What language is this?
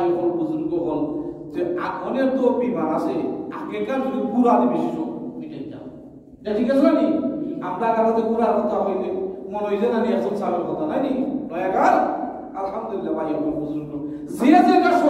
Sylheti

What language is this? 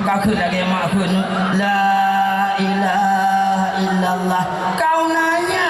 Achinese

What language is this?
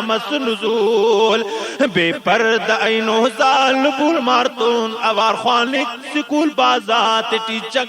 Brahui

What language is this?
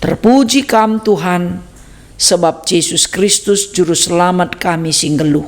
Batak Karo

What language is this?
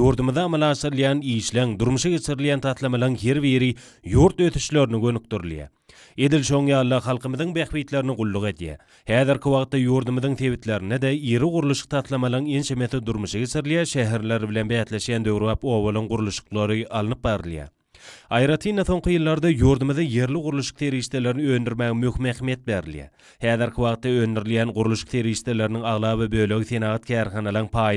Turkmen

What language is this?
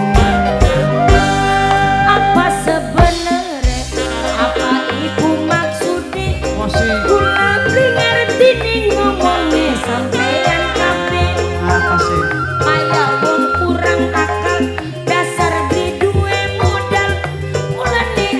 Javanese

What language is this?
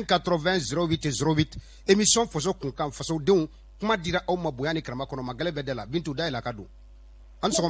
Bambara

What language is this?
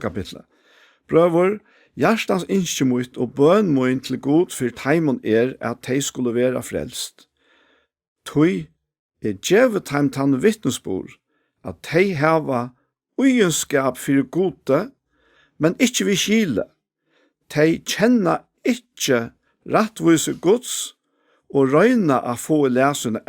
Faroese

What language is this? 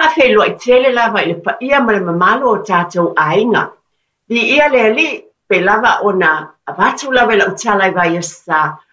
Samoan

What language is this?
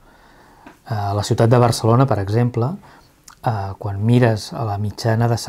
Catalan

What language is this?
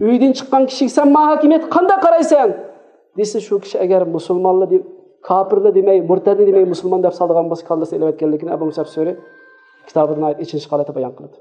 Uyghur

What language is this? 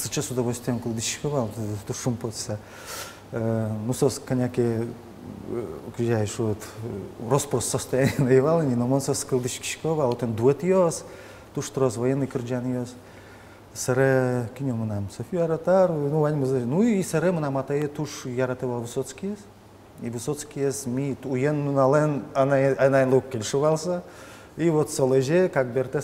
Udmurt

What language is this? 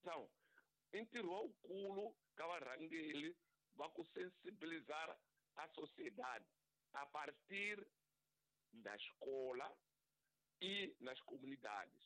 Tsonga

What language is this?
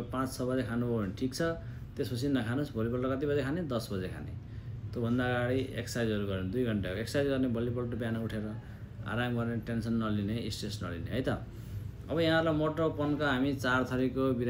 Nepali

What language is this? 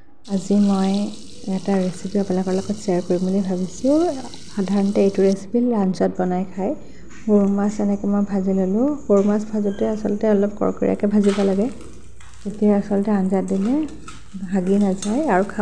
Assamese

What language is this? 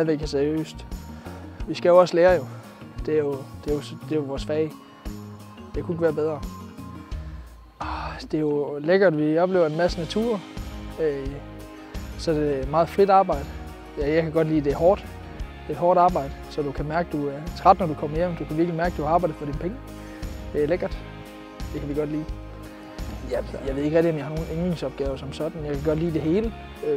Danish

